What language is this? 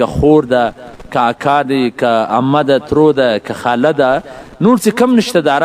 Pashto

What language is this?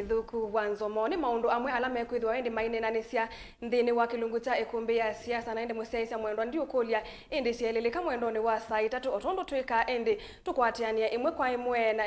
Kamba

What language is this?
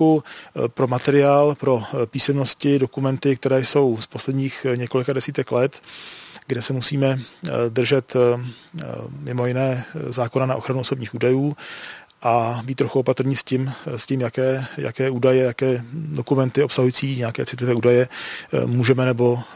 Czech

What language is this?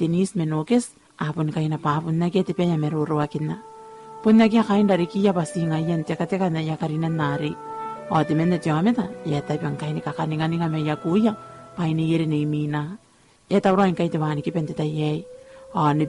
Gilbertese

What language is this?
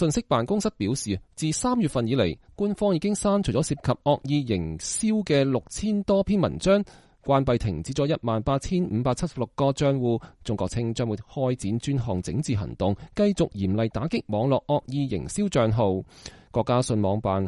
Cantonese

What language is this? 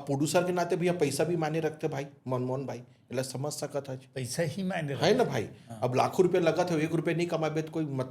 Chhattisgarhi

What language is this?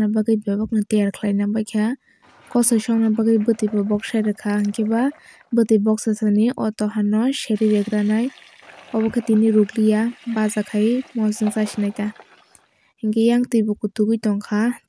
Kok Borok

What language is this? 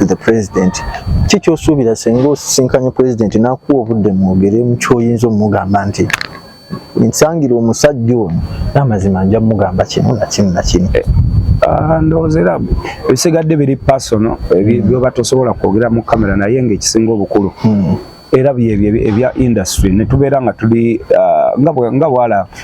Ganda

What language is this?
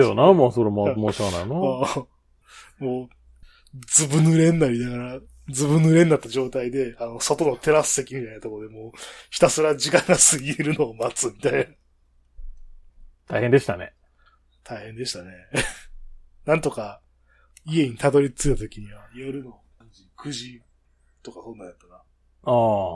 Japanese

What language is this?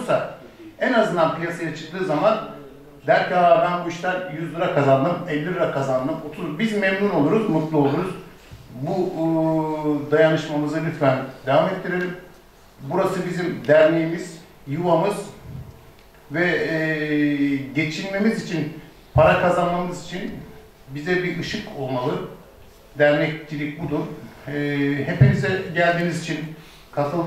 Turkish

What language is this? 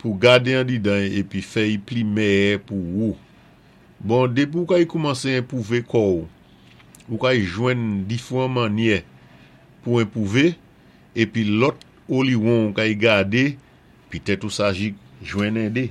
Saint Lucian Creole French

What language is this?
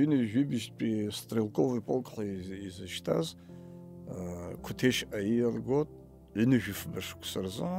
Abkhazian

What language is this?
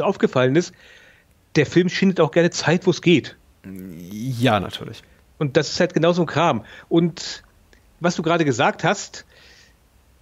German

